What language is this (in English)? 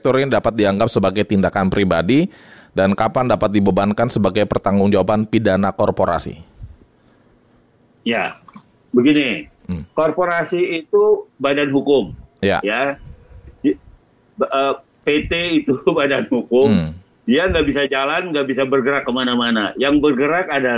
Indonesian